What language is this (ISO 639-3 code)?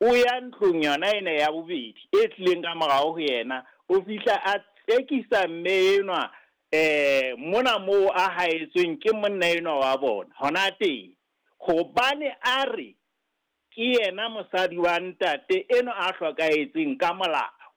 sot